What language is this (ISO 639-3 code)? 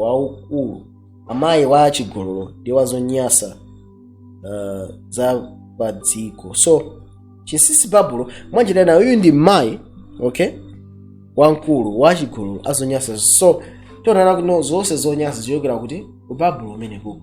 nya